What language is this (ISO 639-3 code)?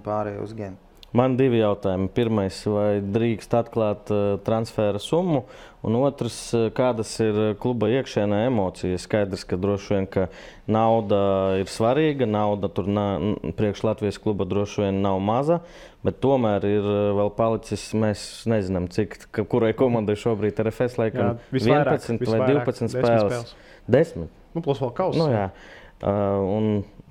lav